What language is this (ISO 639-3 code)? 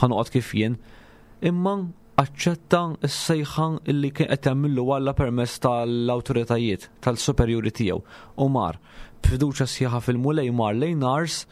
mlt